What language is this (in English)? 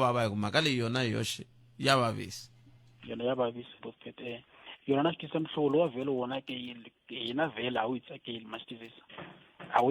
Tsonga